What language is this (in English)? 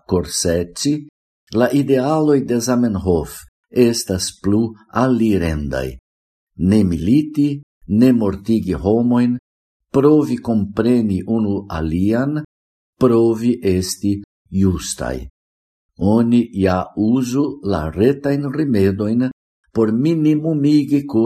Esperanto